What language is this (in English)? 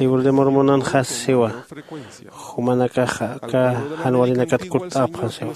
Aymara